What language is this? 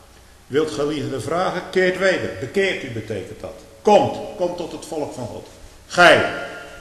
Dutch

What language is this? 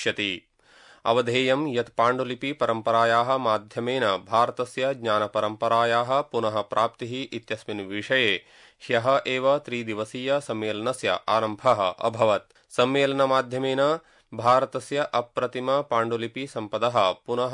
Sanskrit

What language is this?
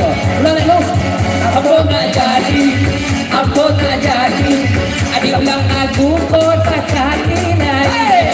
Minangkabau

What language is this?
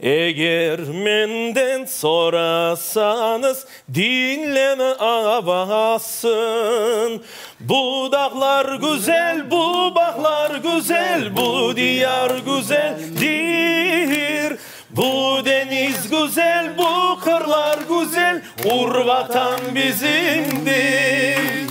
Crimean Tatar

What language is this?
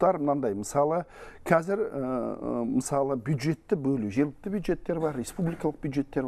Kazakh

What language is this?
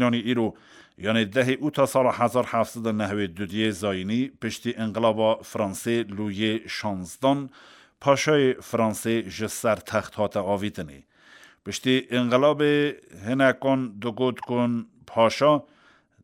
Kurdish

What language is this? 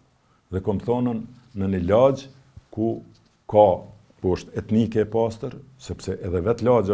Albanian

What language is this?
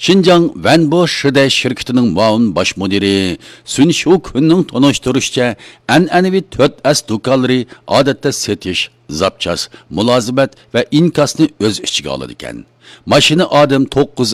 Uyghur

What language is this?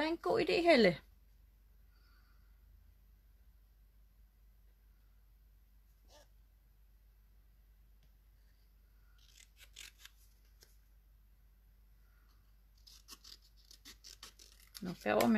Danish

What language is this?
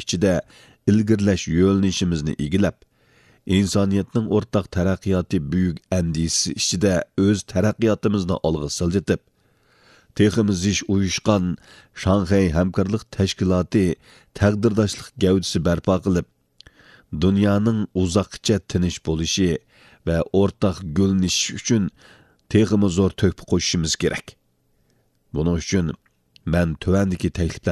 Uyghur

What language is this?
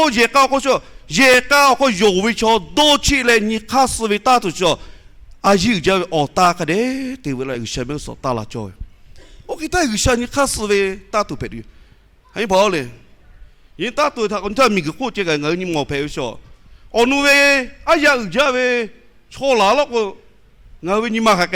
Lahu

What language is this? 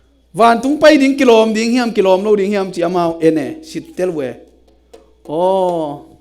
Tedim Chin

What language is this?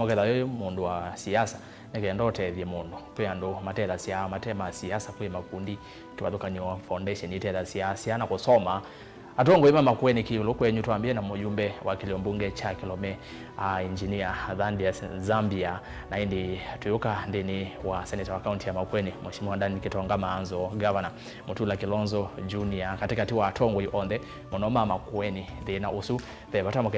Kamba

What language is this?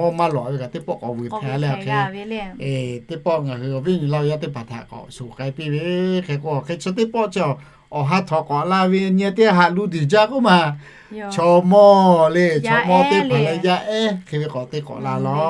Lahu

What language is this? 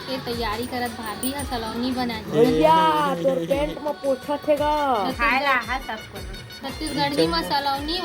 Chhattisgarhi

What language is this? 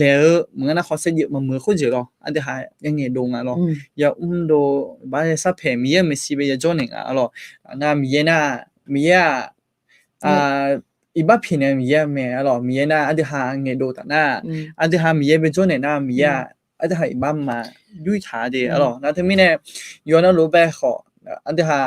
Akha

